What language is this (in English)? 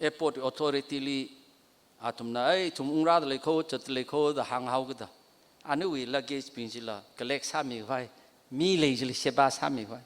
Tangkhul Naga (India)